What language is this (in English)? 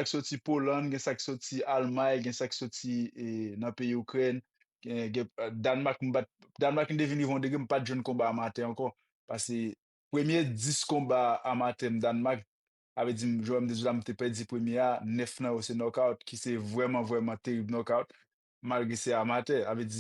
Haitian Creole